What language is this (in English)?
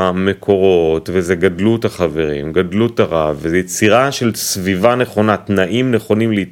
Hebrew